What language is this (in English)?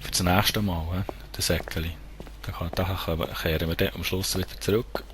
Swiss German